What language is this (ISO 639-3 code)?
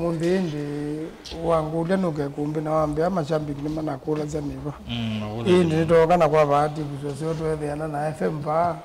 kam